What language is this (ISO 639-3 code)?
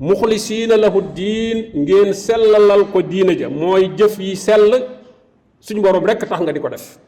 wol